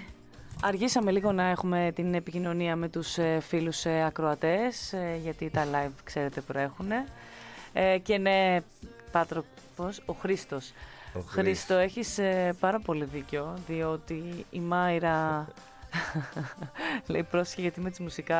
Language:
Greek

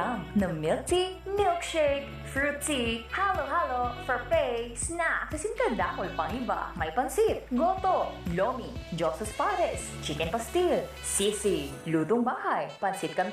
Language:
Bikol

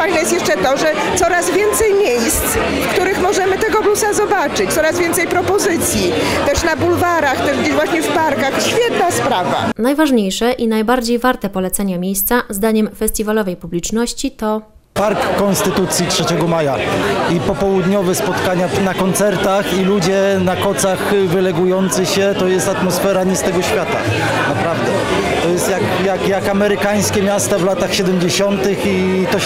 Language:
Polish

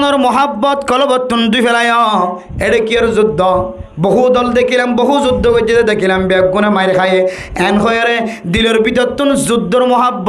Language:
Rohingya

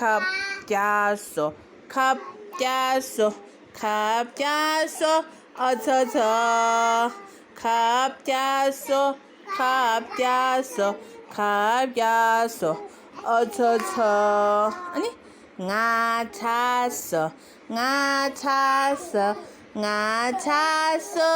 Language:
Tibetan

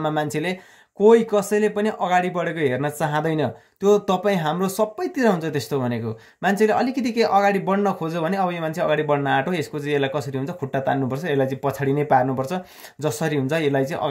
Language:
Nepali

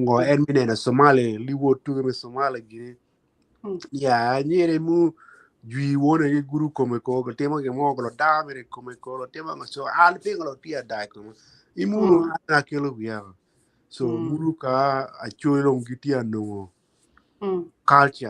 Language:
Acoli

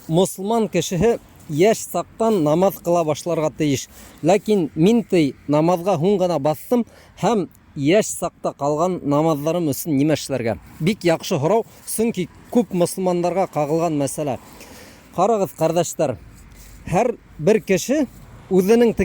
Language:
Bashkir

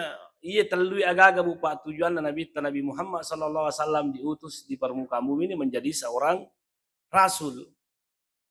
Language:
Buginese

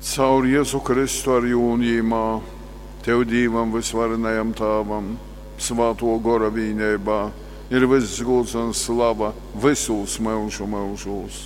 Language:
Latgalian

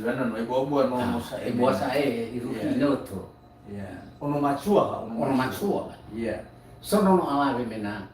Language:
Nias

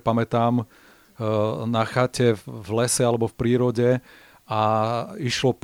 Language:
Slovak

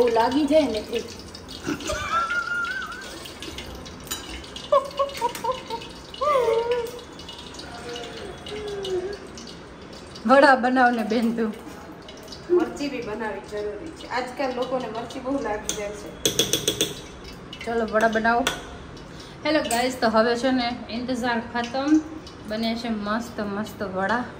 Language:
Gujarati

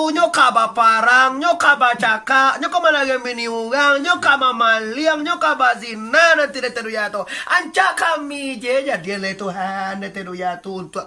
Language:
Minangkabau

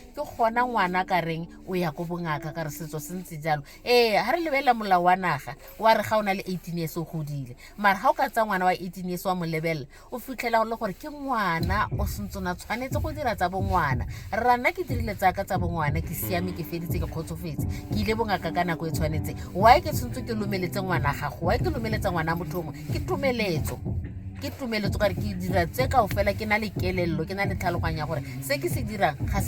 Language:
Tswana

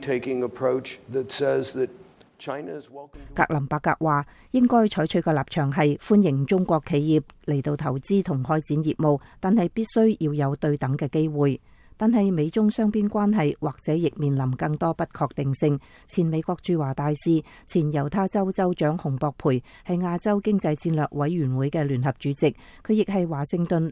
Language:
Cantonese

